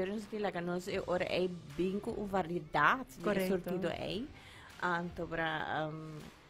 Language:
Papiamento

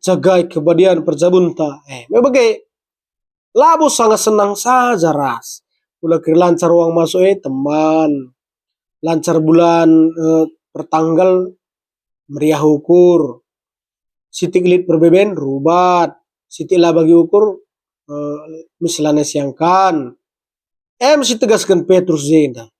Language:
Batak Karo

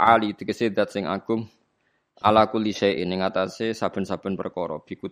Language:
Javanese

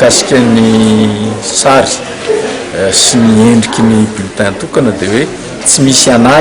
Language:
Malagasy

